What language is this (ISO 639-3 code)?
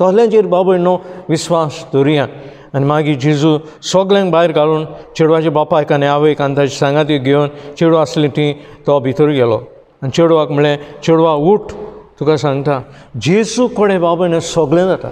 kok